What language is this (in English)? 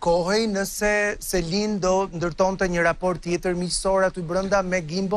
Albanian